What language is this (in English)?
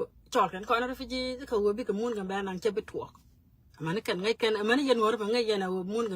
Nuer